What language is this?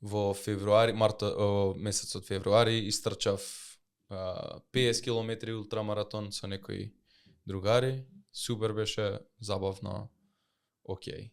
Macedonian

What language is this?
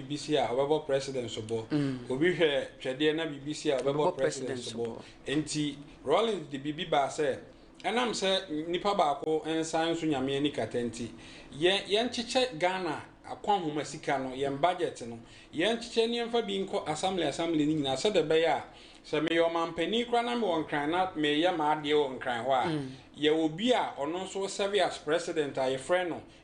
Akan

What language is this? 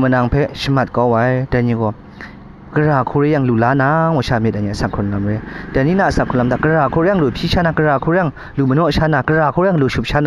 Kachin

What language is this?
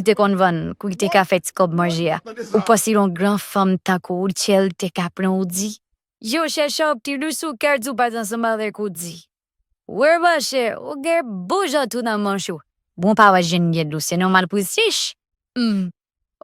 Haitian Creole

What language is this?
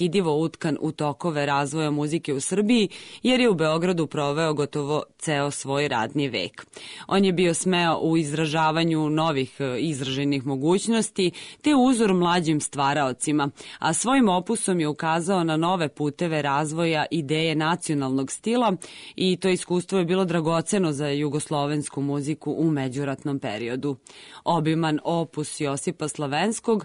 Serbian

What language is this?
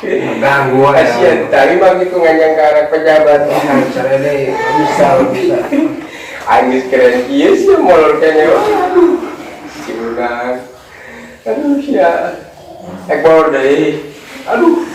Sundanese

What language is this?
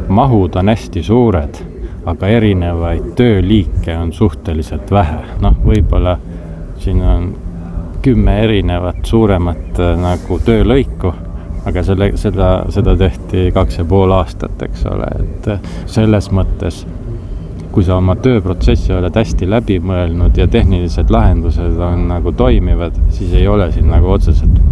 Estonian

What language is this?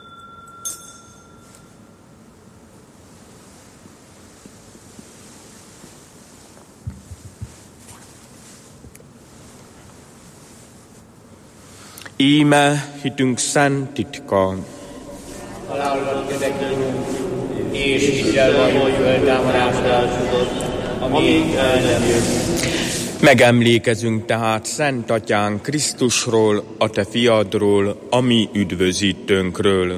Hungarian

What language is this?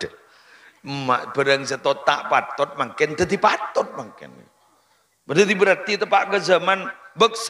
Madurese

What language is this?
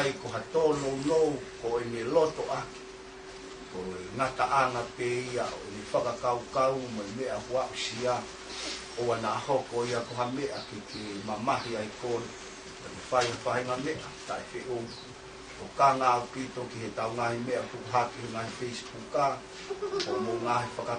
Tongan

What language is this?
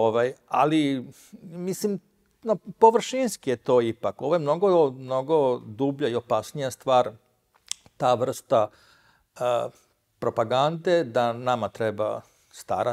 Serbian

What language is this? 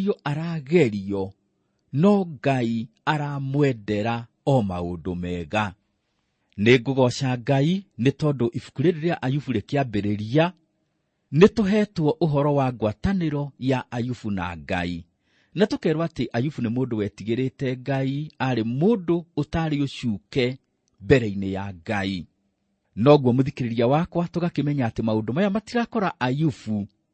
Kikuyu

